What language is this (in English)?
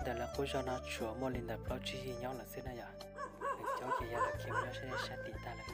Hmong